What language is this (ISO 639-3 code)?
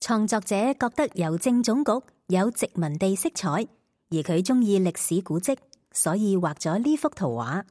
yue